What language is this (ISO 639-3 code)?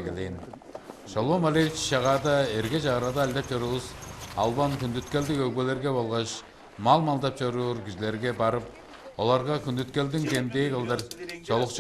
tyv